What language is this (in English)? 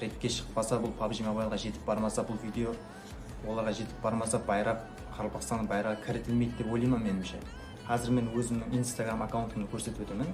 Kara-Kalpak